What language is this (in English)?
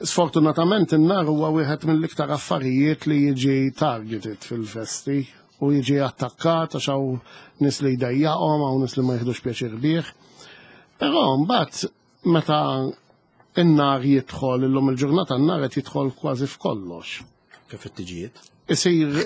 Maltese